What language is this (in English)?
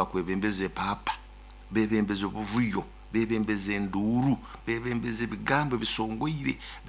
Nyoro